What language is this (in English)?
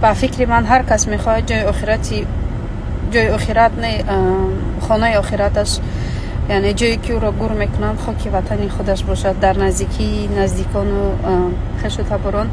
Tajik